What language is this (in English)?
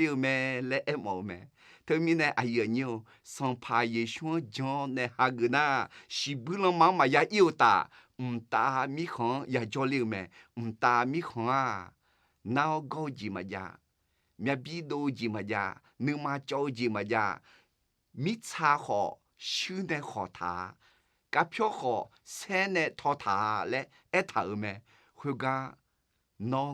Akha